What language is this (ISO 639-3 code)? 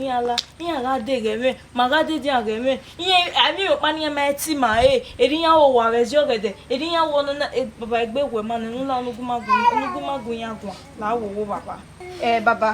bin